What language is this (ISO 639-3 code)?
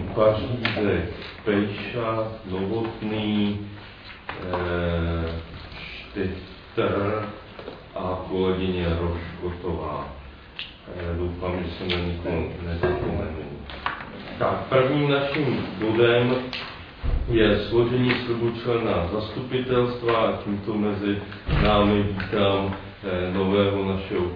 ces